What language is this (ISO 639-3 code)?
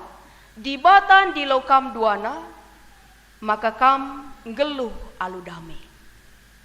btx